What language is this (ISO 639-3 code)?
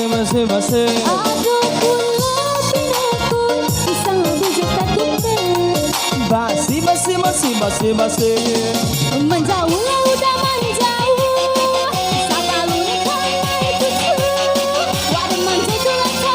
min